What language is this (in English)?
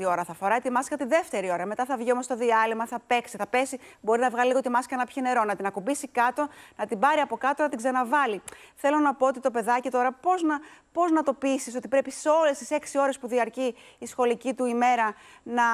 Greek